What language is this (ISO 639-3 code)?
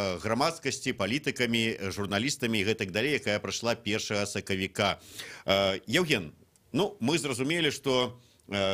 bel